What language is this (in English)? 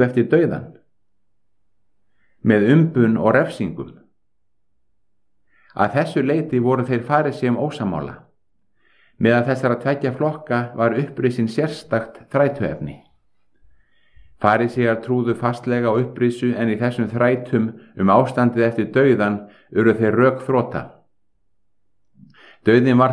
Icelandic